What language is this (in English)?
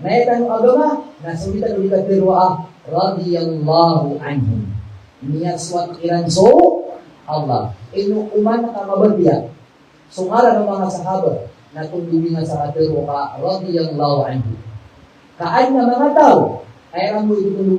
Maranao